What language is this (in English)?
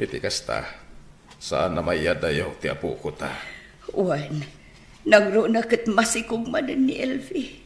Iloko